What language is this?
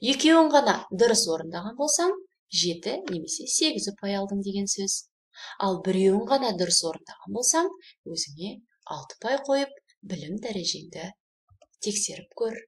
Kazakh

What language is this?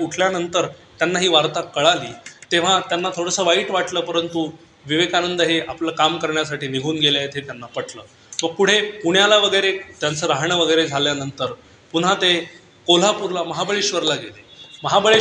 Marathi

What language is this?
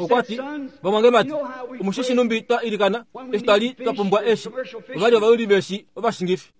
Kuanyama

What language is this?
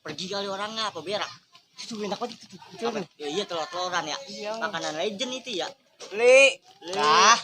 Betawi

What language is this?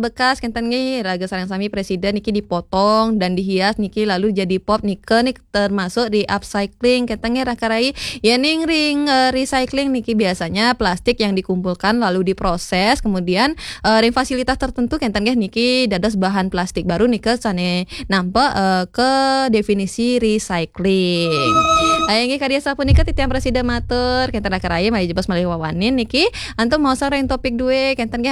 Balinese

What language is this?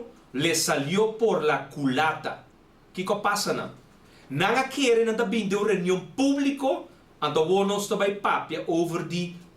Papiamento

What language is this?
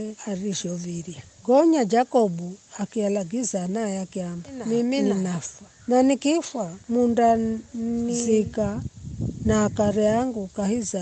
Giryama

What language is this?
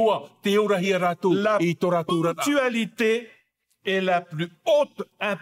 Tahitian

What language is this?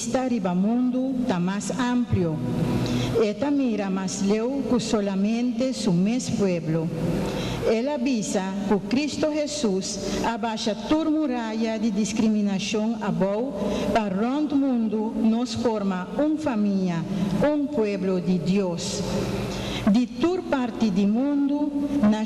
Papiamento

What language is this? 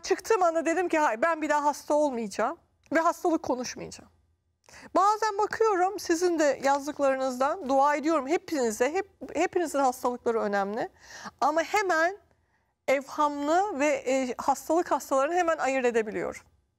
Turkish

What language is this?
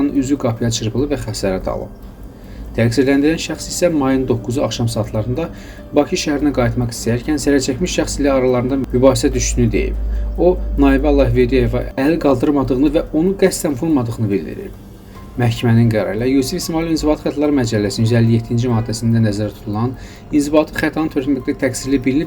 Azerbaijani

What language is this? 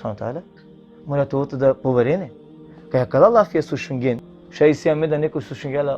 Balkan Romani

